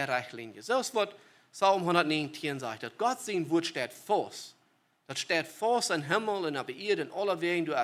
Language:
Plautdietsch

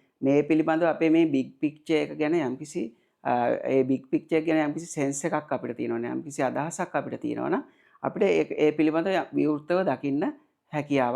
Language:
Sinhala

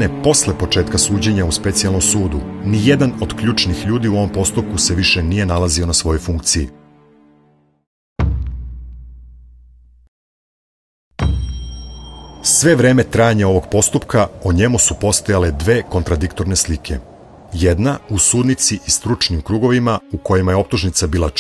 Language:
Serbian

